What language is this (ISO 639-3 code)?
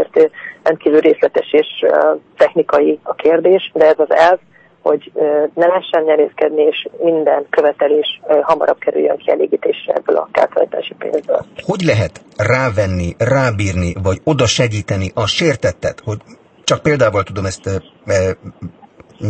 hun